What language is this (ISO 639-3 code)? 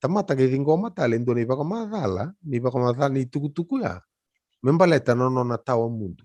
fij